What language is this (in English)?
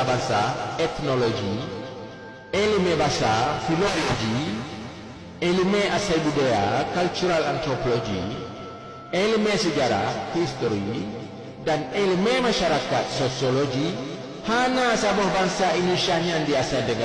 Achinese